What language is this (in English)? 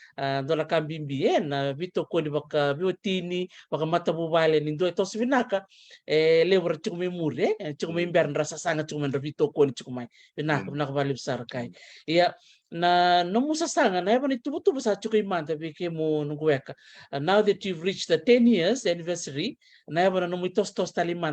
Fijian